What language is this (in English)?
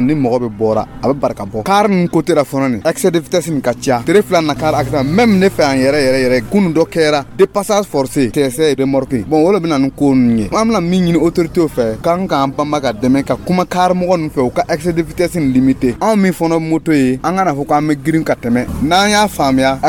Dyula